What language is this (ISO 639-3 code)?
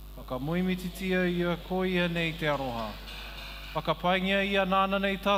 mri